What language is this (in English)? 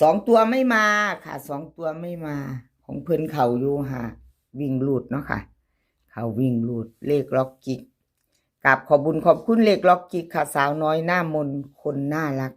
Northeastern Thai